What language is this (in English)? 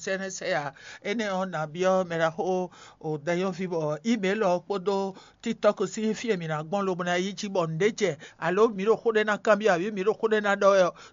Fon